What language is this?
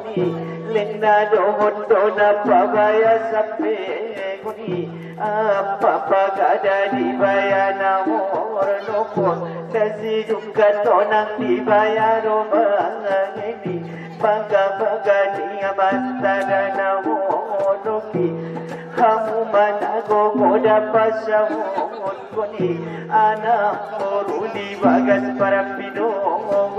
Batak Angkola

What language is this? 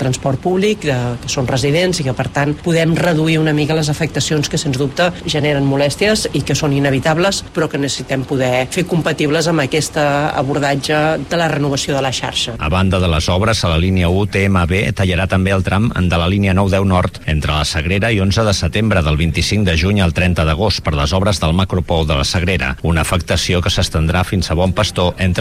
Catalan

